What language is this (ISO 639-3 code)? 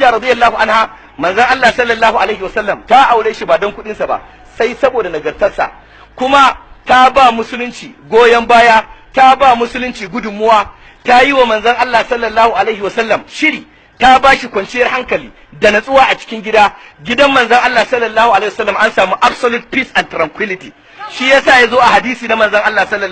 hau